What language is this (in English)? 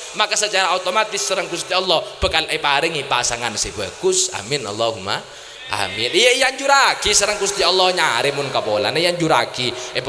Madurese